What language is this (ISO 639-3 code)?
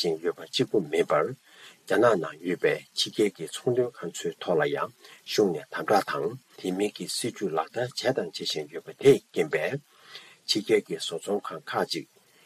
bod